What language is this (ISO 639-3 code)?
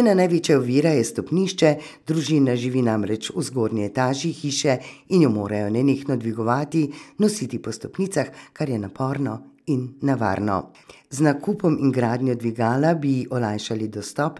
slv